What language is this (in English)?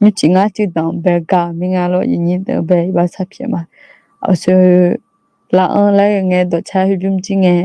Akha